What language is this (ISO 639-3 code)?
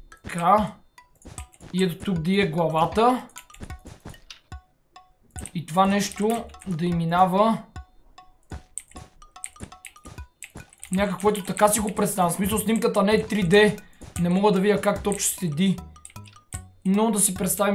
bul